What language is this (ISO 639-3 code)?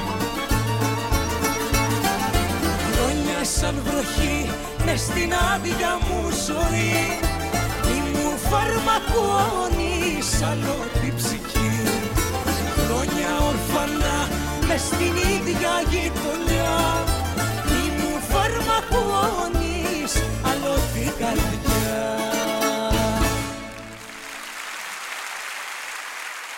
ell